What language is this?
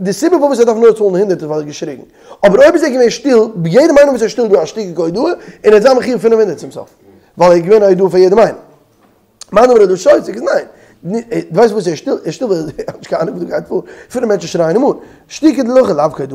Yiddish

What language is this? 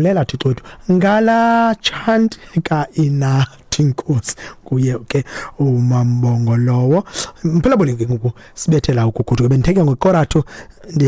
Xhosa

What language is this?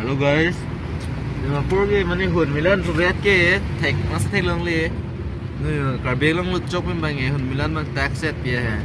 Karbi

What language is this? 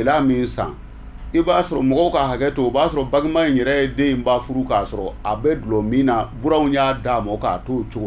Bambara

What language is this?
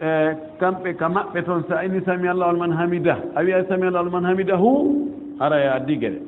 Fula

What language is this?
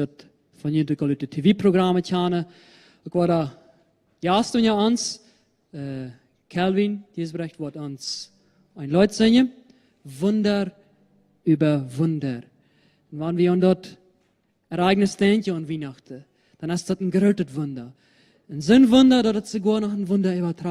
Plautdietsch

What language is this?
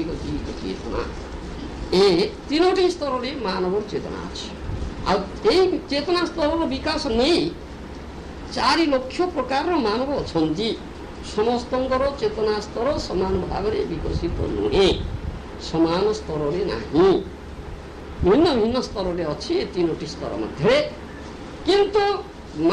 Odia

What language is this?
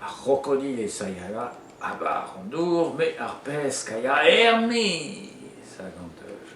Breton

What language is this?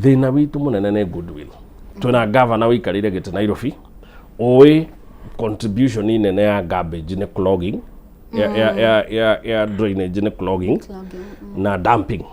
Kikuyu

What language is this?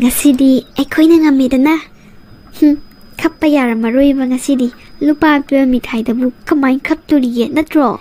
Manipuri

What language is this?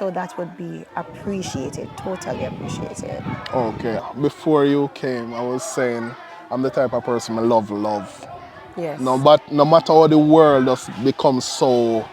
Jamaican Creole English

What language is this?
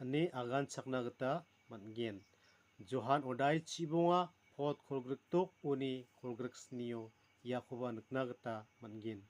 Garo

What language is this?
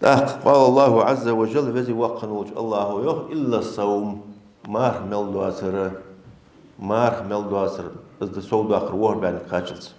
Ingush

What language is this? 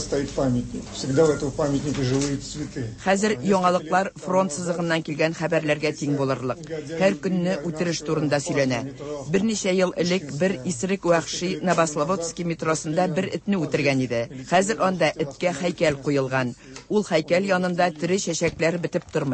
Tatar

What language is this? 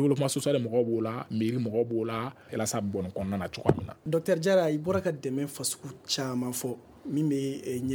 Bambara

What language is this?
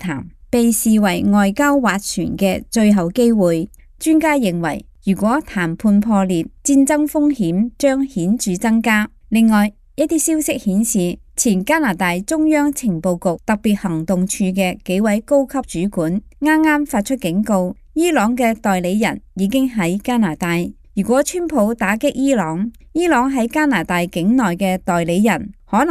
Cantonese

